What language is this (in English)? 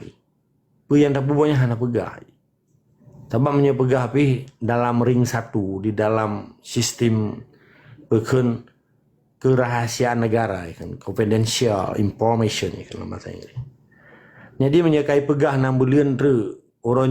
Achinese